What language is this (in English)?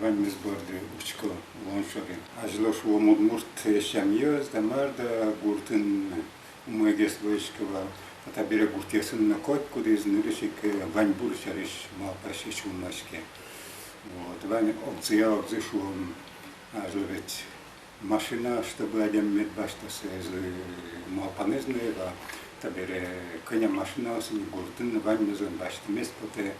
Udmurt